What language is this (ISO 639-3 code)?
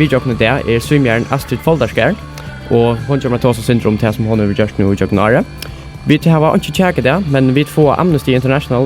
fao